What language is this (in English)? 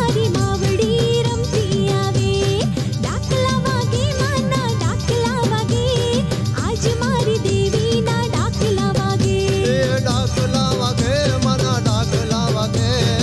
Gujarati